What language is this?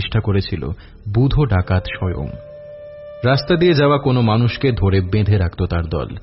Bangla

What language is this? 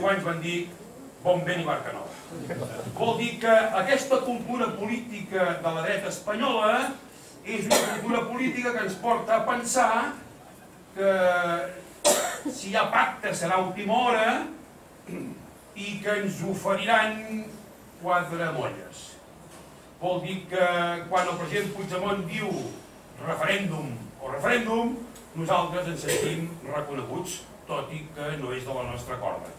Catalan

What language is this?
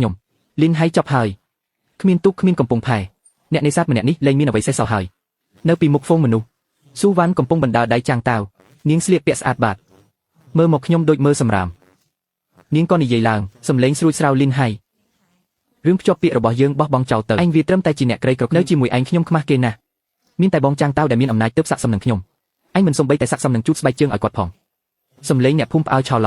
Khmer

